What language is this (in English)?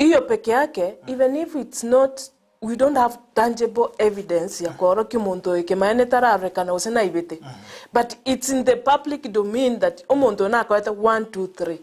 Gusii